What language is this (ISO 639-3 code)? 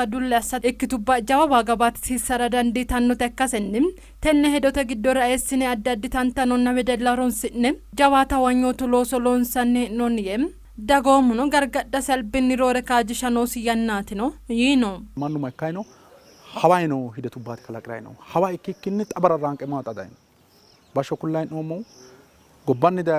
sid